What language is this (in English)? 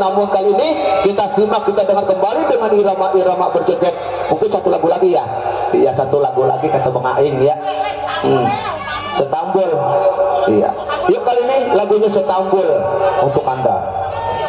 Betawi